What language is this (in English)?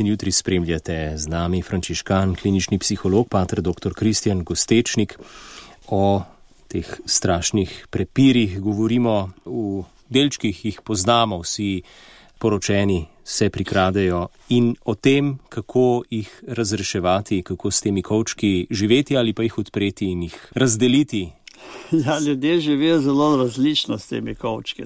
Slovenian